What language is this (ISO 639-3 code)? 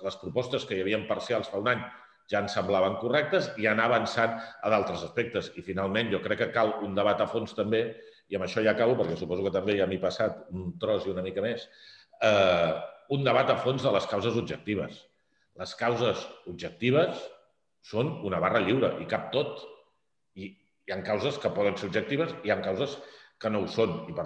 cat